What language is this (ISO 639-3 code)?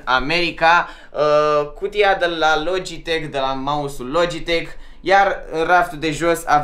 ron